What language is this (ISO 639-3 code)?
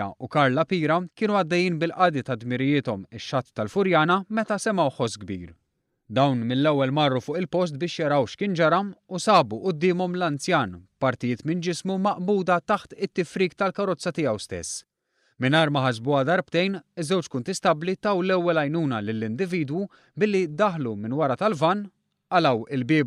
mlt